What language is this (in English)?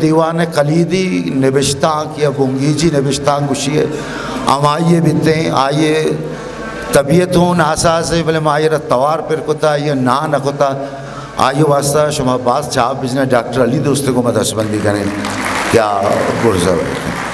Eastern Balochi